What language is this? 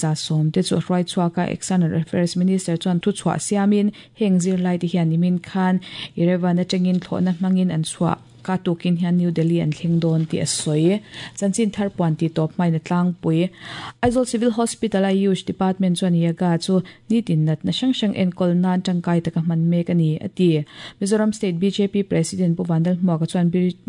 Mizo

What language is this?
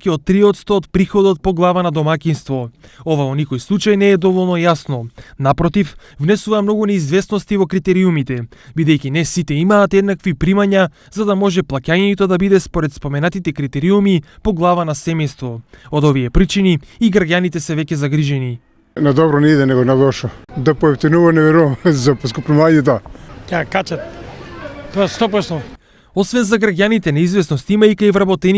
Macedonian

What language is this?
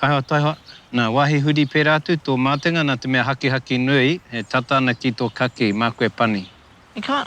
Māori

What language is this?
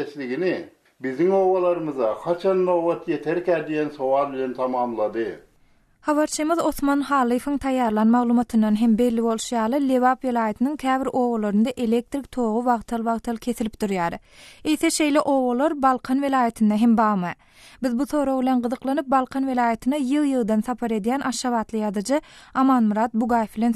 Turkmen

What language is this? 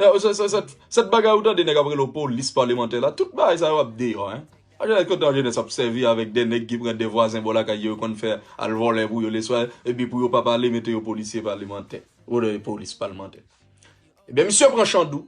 Haitian Creole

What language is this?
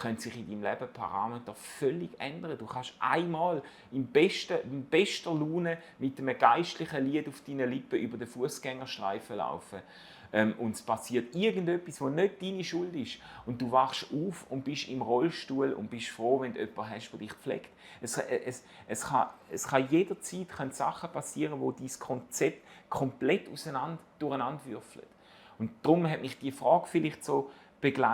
Swiss German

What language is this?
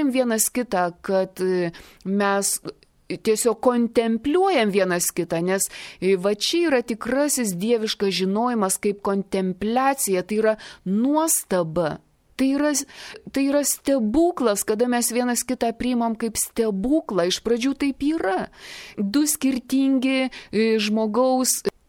Lithuanian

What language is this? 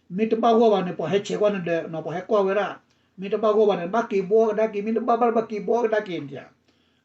S'gaw Karen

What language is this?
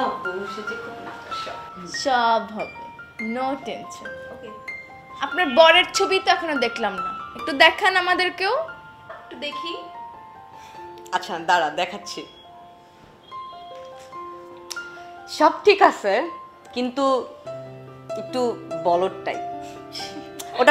Bangla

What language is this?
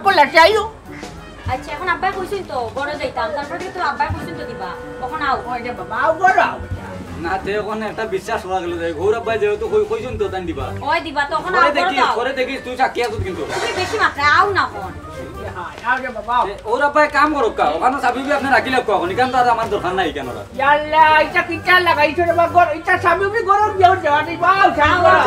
Sylheti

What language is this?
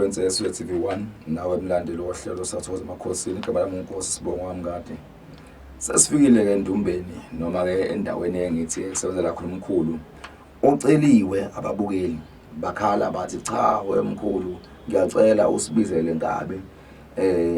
Zulu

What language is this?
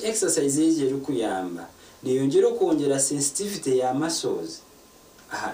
Nyankole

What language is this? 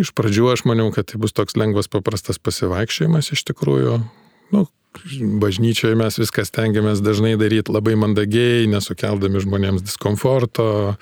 Lithuanian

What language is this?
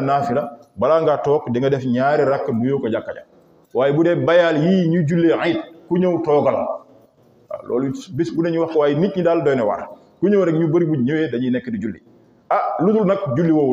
Wolof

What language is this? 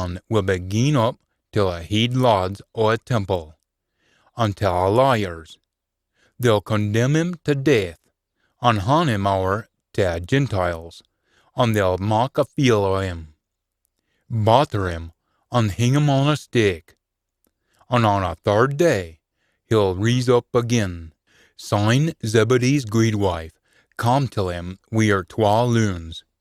Scots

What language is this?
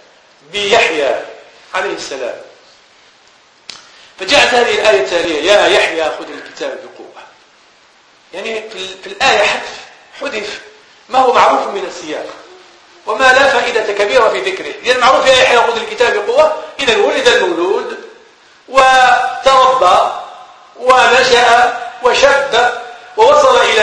Arabic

